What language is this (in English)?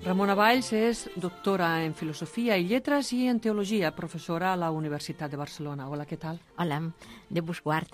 Catalan